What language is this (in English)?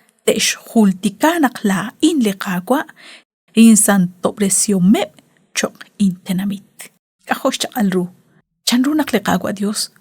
Kekchí